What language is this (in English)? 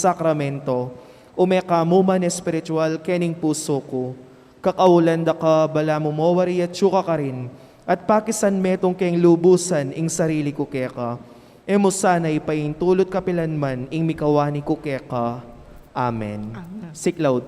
Pampanga